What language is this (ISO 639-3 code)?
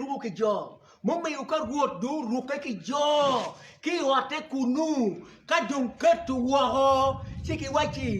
ach